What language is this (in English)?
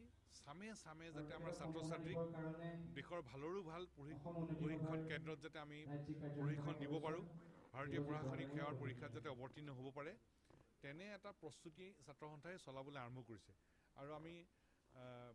Assamese